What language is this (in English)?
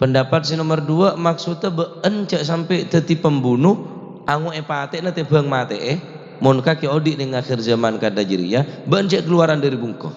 Madurese